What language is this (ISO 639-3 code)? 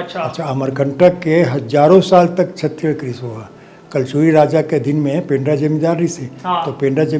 hne